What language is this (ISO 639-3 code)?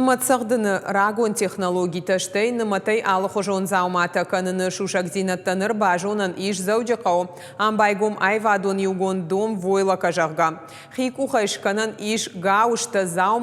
oss